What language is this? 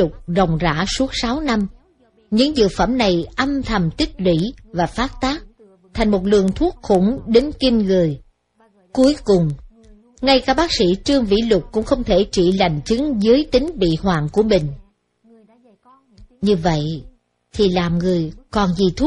Vietnamese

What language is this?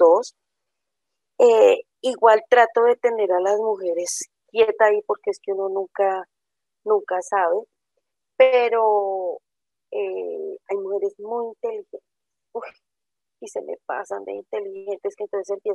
Spanish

